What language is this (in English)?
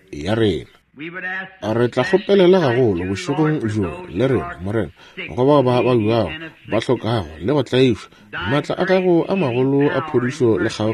Northern Sotho